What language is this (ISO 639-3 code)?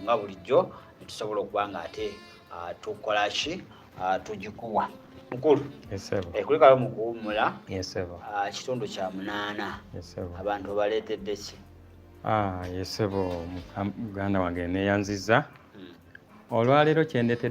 lug